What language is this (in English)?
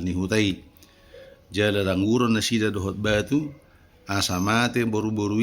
Batak Toba